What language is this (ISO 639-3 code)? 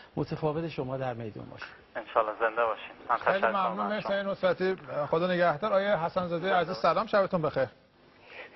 fas